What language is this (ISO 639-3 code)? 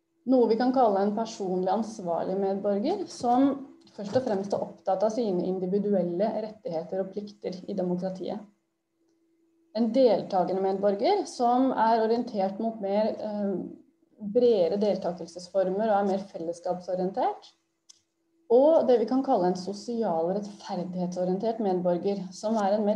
nor